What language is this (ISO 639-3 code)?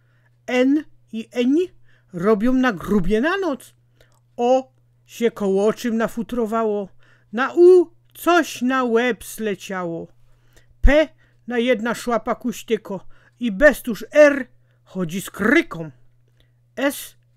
szl